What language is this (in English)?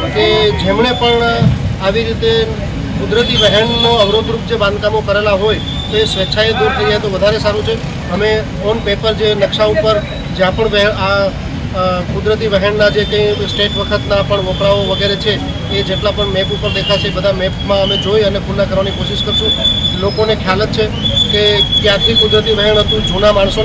Gujarati